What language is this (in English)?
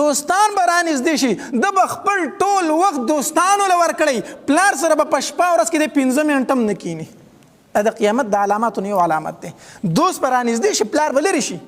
Pashto